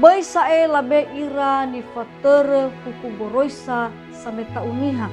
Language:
Nias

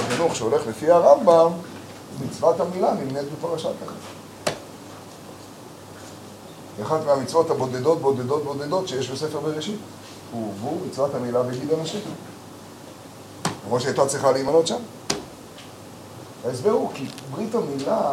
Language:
Hebrew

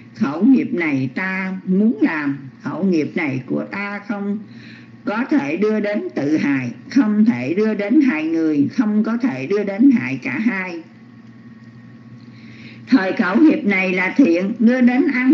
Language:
Vietnamese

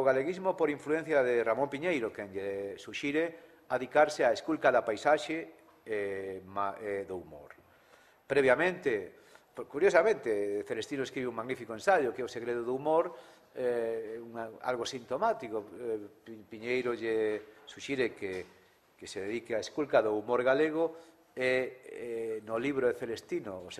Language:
Galician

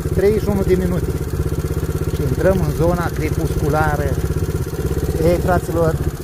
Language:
Romanian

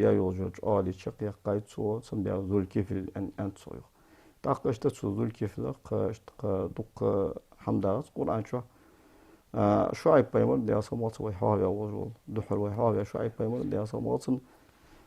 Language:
Ingush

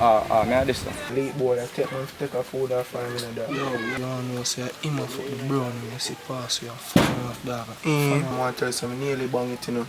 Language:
Jamaican Creole English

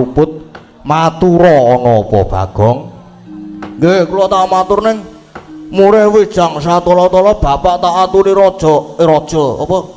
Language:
Javanese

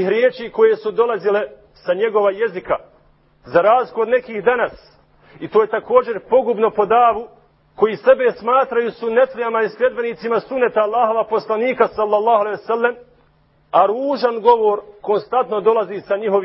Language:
Bosnian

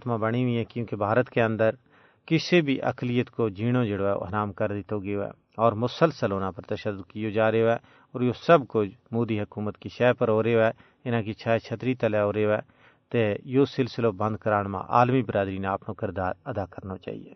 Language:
Gujari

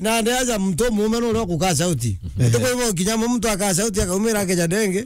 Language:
Meru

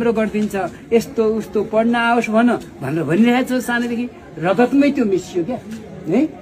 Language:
Nepali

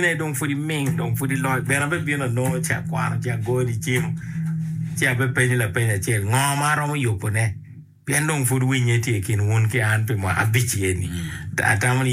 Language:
Acoli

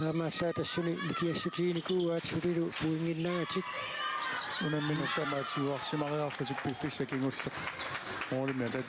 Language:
Kalaallisut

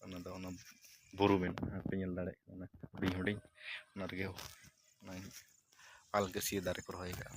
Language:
Santali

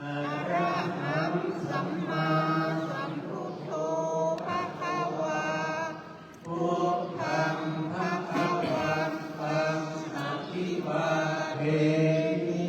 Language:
Pali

